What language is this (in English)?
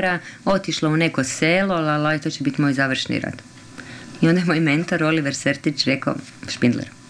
Croatian